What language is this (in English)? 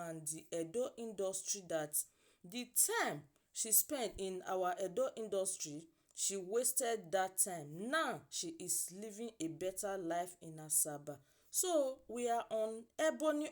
Nigerian Pidgin